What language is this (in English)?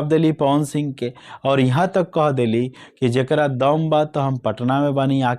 Bhojpuri